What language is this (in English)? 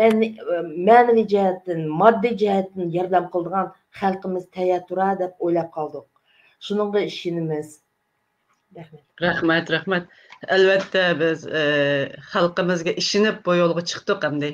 Uyghur